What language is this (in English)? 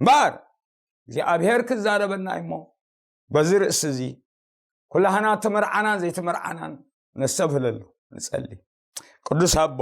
Tigrinya